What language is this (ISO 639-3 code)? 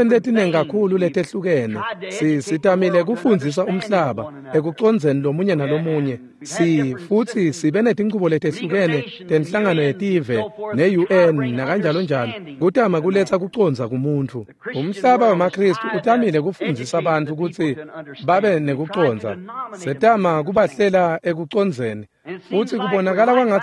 ssw